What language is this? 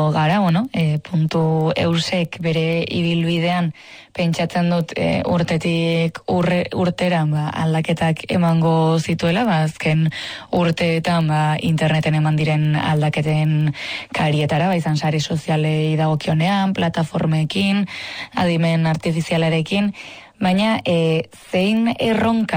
Basque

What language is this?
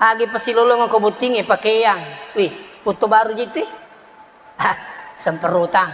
Buginese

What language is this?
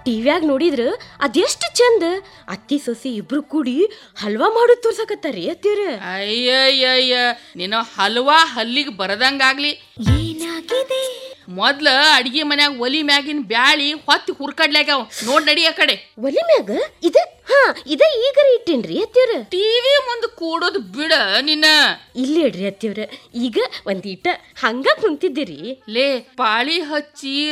Kannada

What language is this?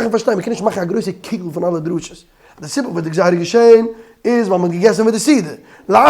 Yiddish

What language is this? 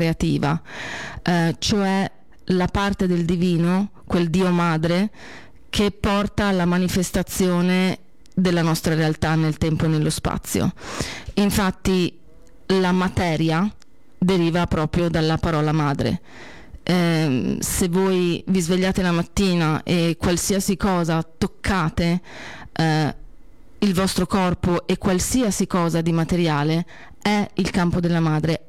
Italian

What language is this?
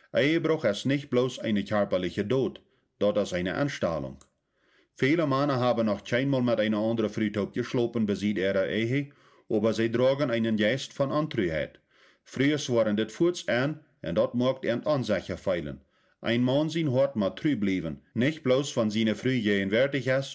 Plautdietsch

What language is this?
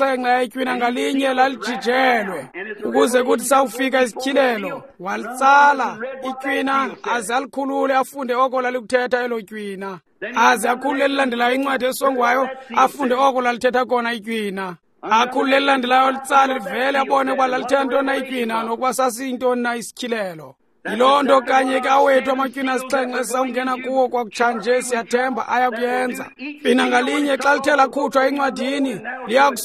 Xhosa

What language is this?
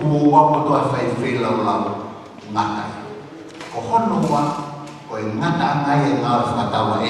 Tongan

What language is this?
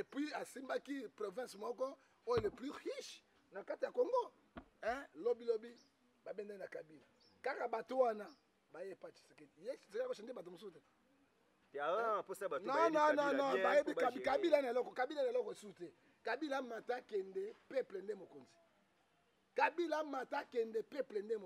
Lingala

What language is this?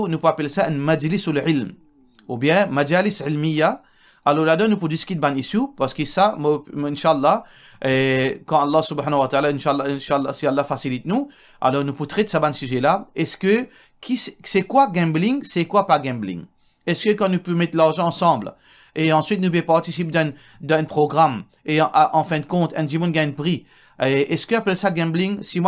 Morisyen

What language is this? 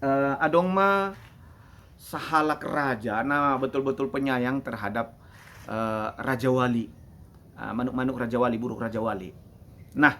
Batak Simalungun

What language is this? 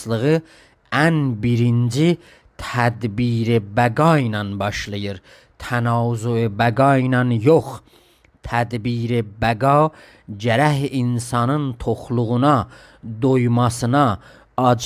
South Azerbaijani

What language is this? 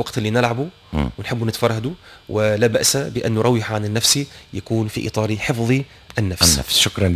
Tunisian Arabic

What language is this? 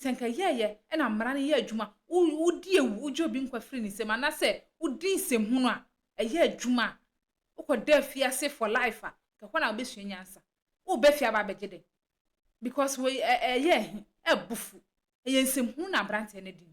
Akan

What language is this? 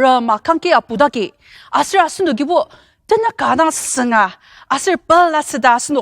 Ao Naga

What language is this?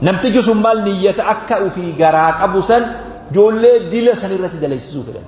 Oromo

